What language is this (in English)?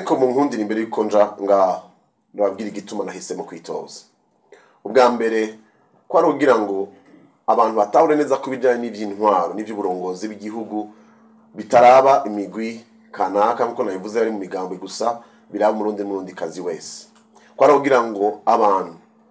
Rundi